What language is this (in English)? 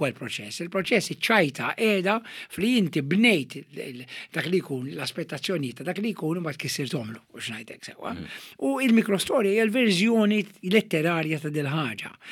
Maltese